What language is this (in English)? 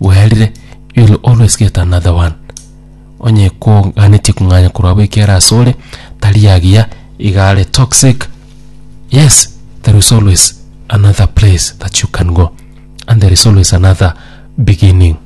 Gusii